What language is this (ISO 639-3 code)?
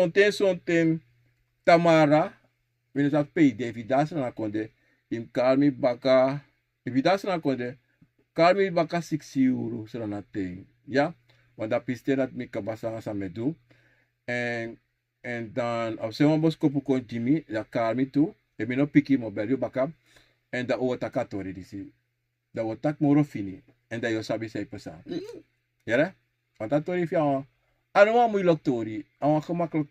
srn